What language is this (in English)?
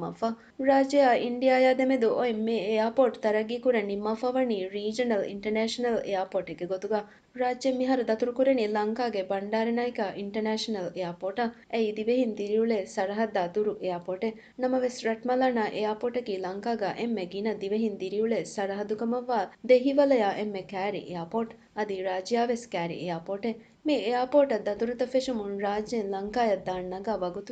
Divehi